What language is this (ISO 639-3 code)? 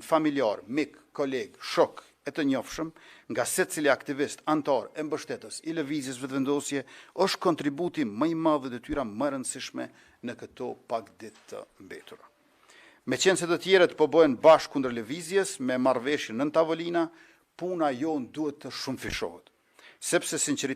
sqi